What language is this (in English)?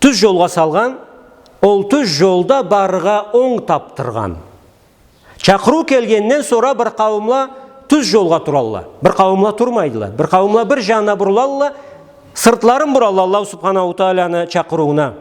Karachay-Balkar